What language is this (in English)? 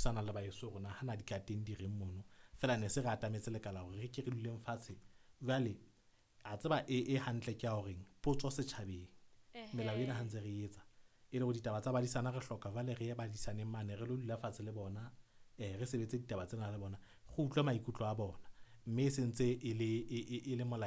Southern Sotho